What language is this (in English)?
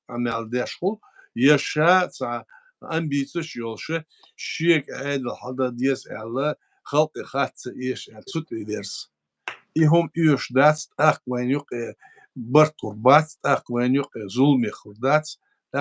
Chechen